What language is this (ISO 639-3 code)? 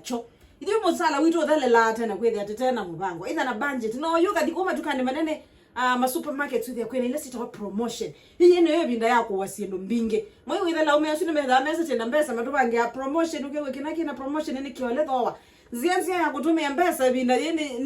kam